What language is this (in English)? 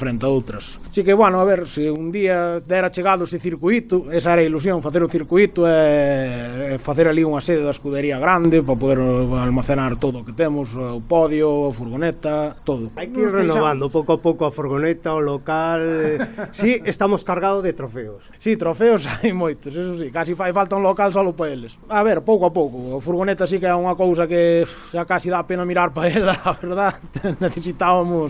Galician